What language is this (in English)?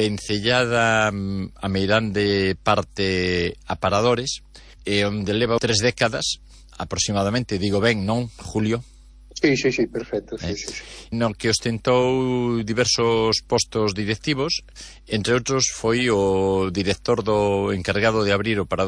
Galician